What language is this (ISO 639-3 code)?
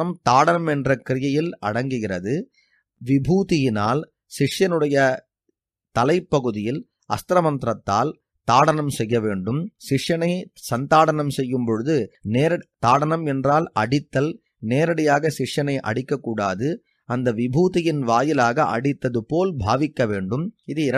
tam